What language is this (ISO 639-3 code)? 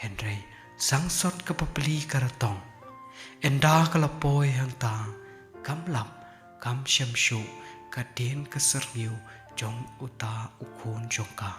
kha